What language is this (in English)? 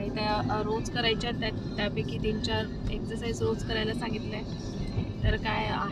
Marathi